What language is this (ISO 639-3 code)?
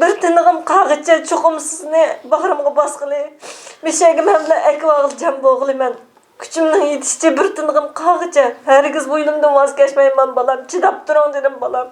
uig